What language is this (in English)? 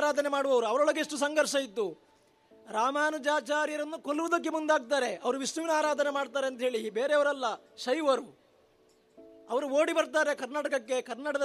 Kannada